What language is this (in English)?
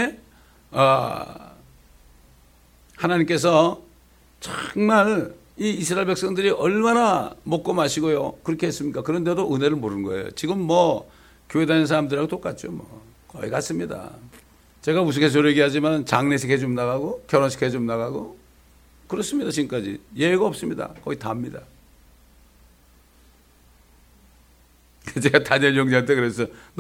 Korean